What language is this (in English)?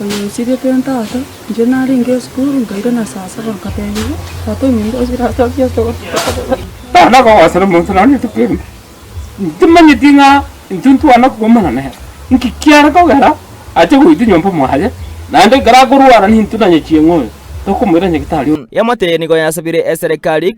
Gusii